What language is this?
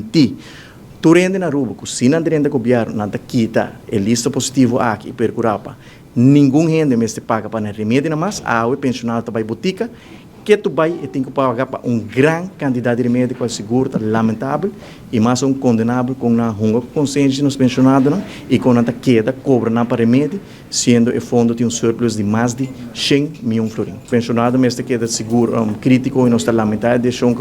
Papiamento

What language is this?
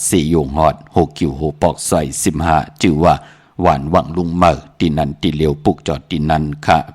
Shan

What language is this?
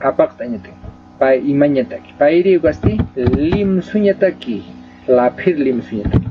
Aymara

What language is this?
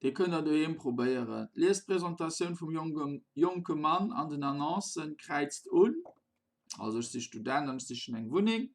Luxembourgish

